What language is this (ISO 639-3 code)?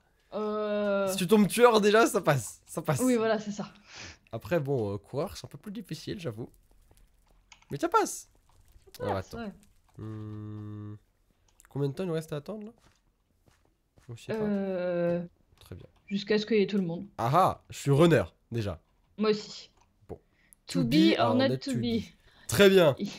fra